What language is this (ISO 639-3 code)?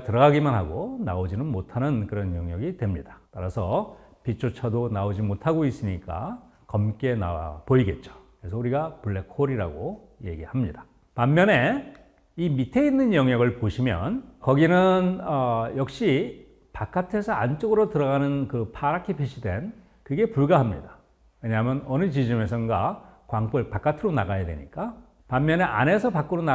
kor